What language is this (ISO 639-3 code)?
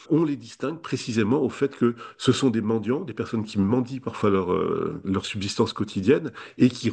fra